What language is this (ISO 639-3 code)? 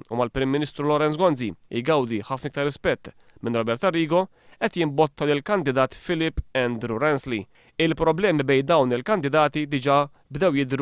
mlt